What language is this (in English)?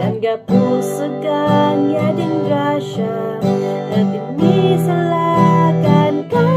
Kankanaey